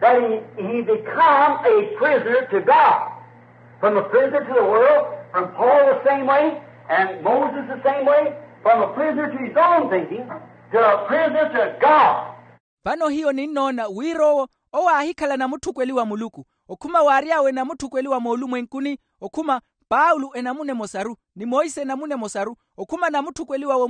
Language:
Makhuwa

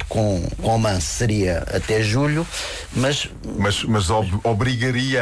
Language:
Portuguese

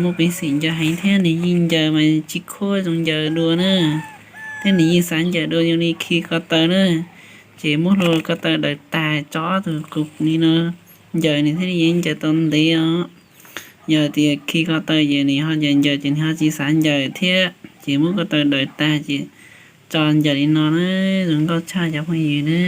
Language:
Hmong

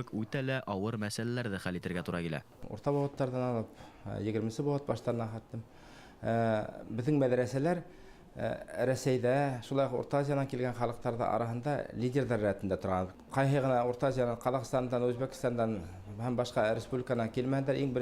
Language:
Bashkir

